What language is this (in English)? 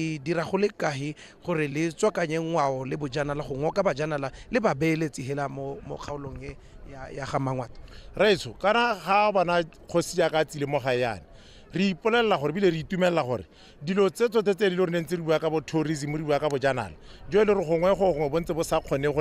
Tswana